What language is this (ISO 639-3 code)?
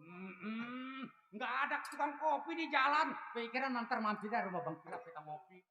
bew